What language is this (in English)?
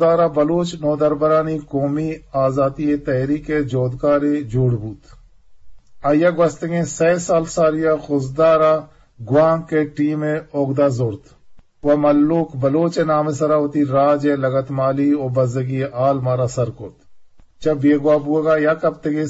Eastern Balochi